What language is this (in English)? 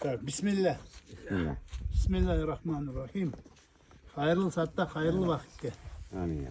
Crimean Tatar